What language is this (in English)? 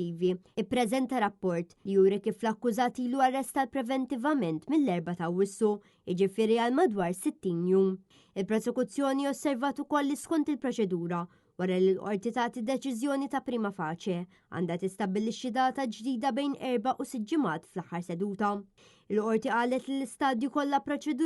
Maltese